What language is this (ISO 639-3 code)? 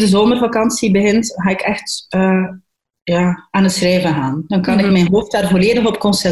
nld